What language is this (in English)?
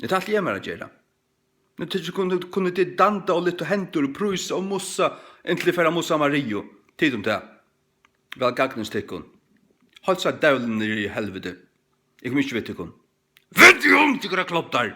Faroese